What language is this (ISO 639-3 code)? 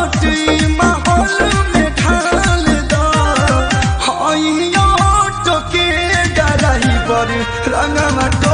bho